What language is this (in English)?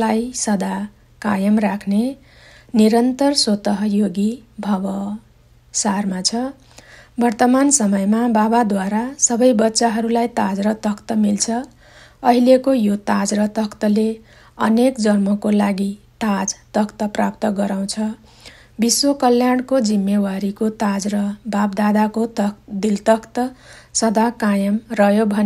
Nepali